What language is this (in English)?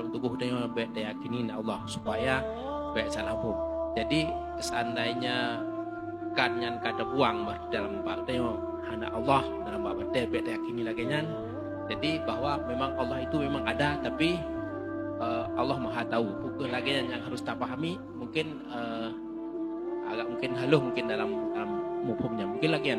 Achinese